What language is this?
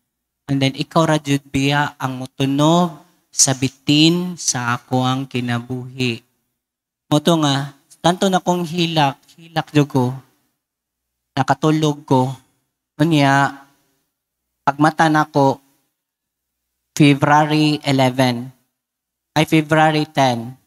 Filipino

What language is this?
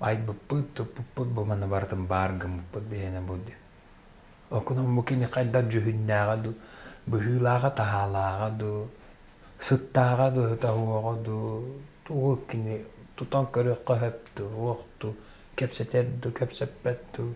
Yakut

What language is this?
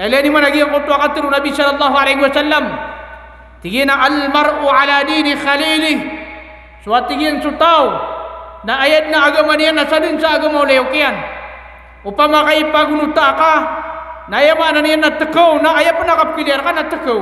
Maranao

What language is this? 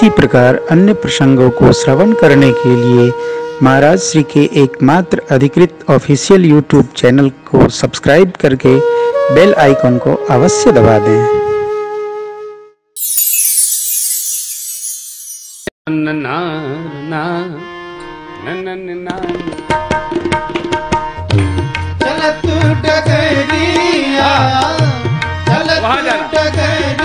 Bhojpuri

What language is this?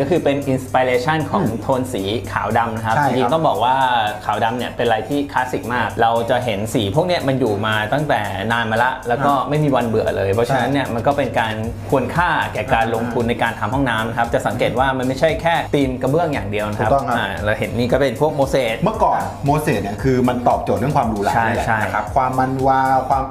Thai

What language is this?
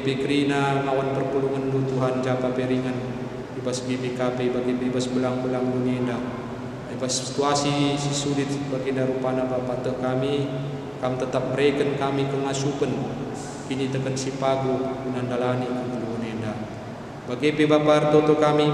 Batak Karo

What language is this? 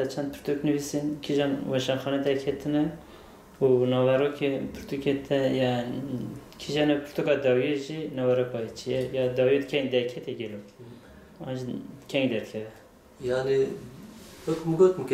Kurdish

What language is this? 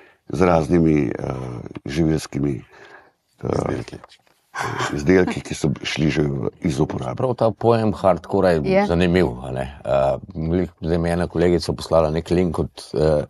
Slovenian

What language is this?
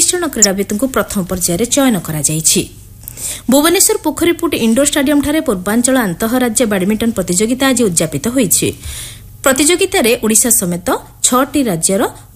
Odia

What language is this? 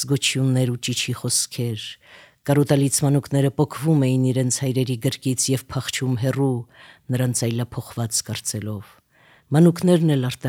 Armenian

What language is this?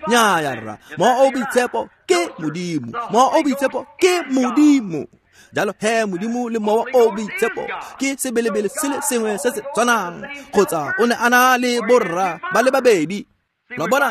Tswana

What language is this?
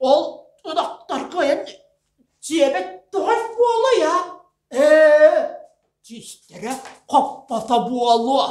Yakut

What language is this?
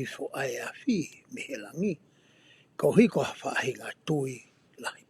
Tongan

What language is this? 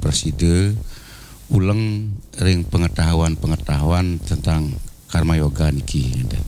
Balinese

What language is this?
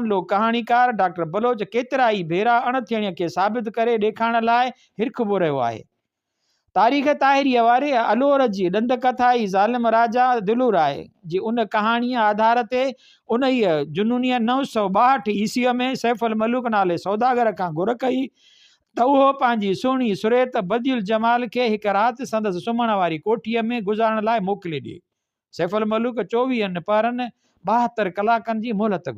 Sindhi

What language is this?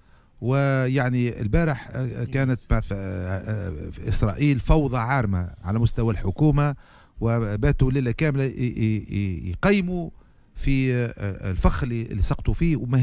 Tunisian Arabic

